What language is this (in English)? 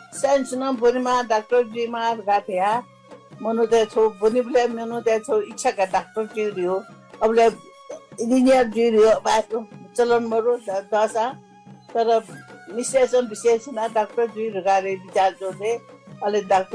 Newari